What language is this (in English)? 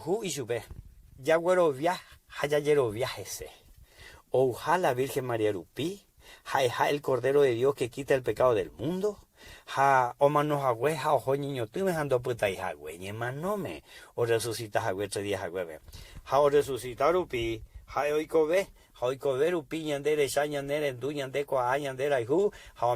Guarani